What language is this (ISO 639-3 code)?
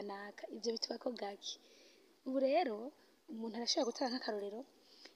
run